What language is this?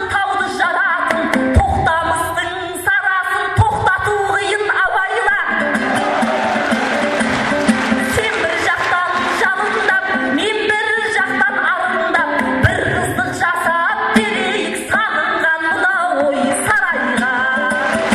Kazakh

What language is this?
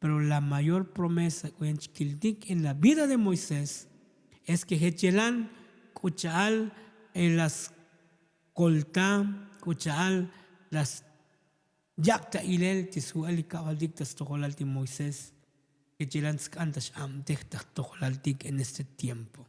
Tzotzil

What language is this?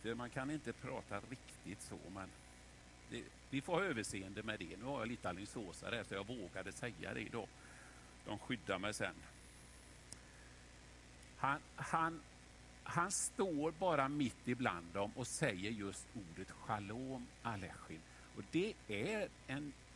Swedish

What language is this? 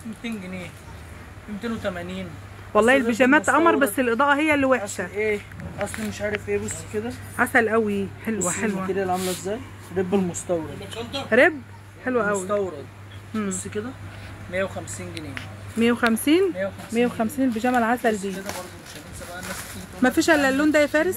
Egyptian Arabic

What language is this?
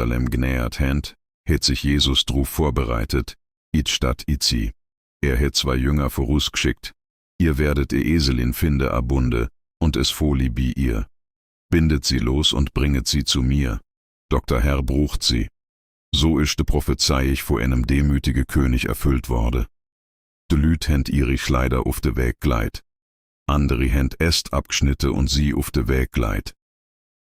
Swiss German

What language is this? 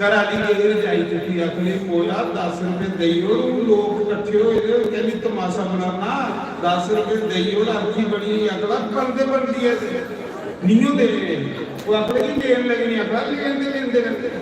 Dogri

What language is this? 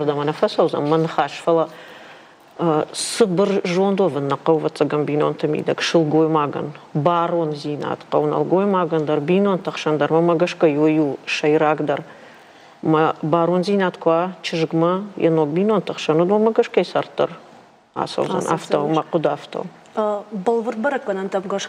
Ossetic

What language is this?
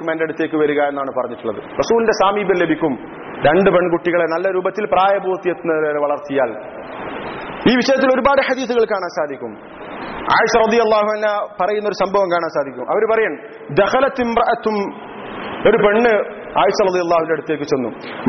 Malayalam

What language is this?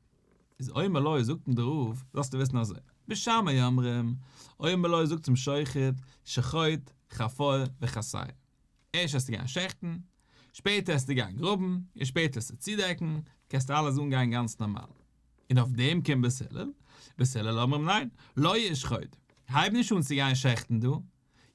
Yiddish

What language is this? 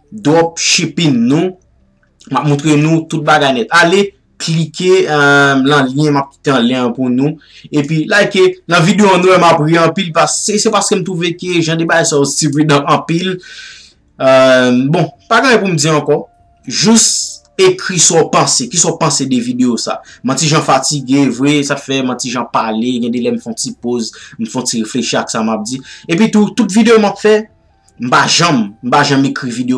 Haitian Creole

